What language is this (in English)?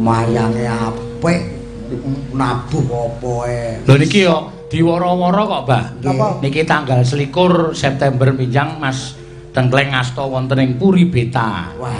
Javanese